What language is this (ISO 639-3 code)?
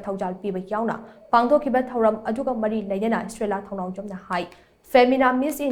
mni